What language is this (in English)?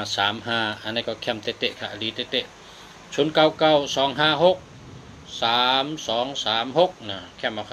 Shan